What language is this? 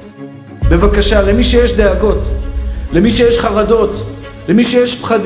Hebrew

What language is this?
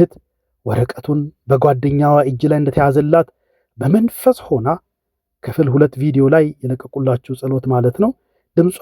Amharic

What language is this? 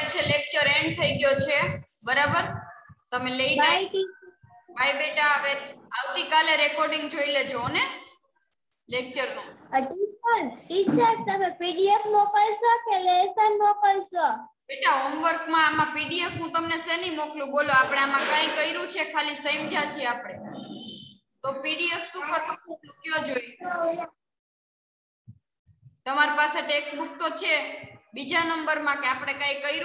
Gujarati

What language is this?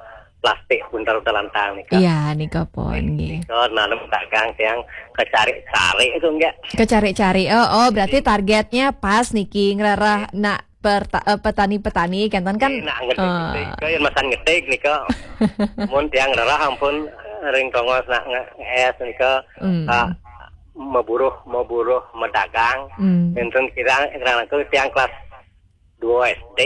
Balinese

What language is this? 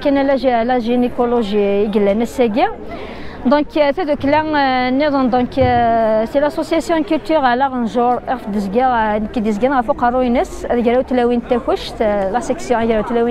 Kabyle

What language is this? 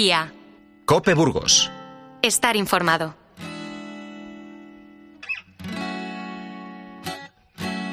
Spanish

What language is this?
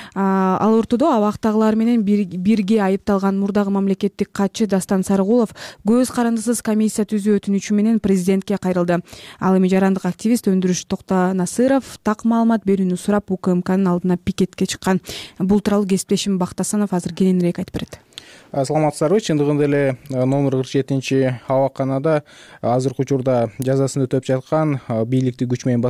Kyrgyz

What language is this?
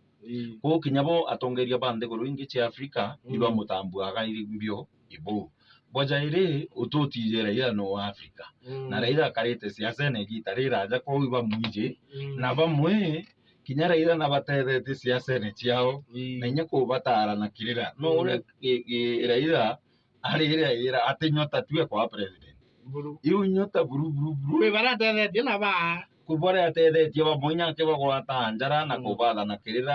Meru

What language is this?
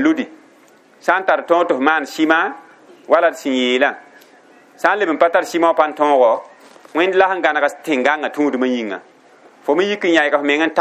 Mossi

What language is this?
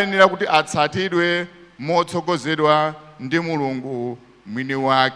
Nyanja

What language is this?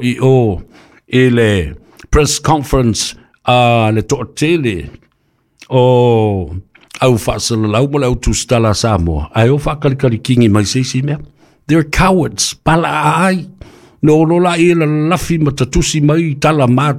Samoan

